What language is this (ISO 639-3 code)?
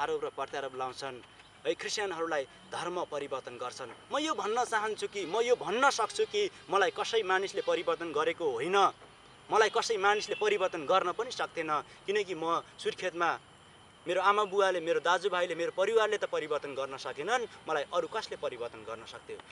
nep